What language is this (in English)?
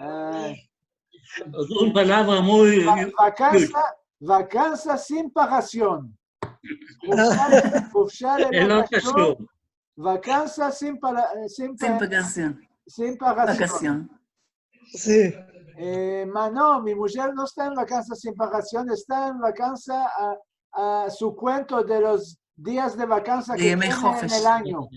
Ladino